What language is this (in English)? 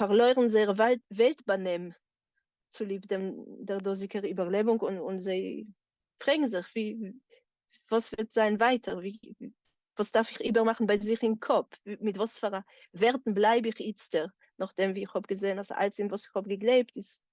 Yiddish